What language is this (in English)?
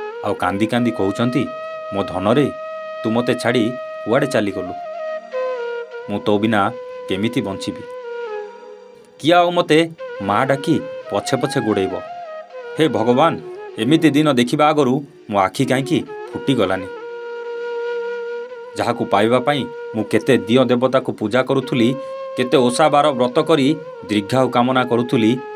Odia